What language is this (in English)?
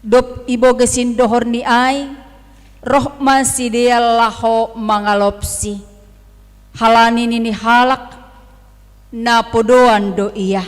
Batak Simalungun